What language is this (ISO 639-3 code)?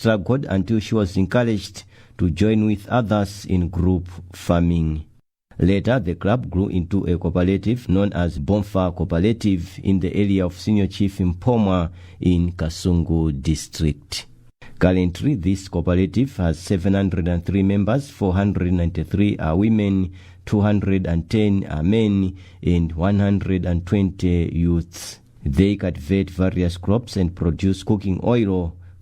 eng